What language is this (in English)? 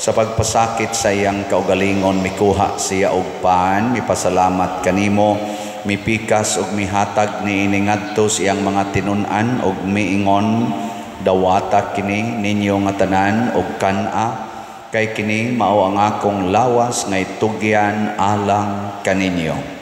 Cebuano